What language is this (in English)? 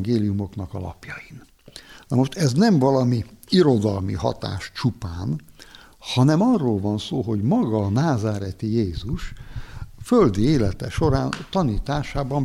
Hungarian